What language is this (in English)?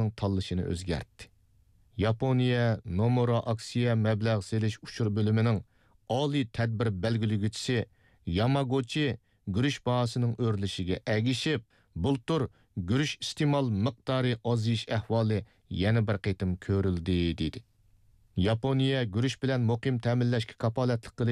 Uyghur